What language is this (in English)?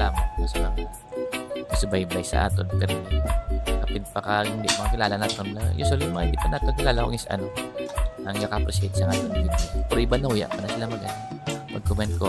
Hiligaynon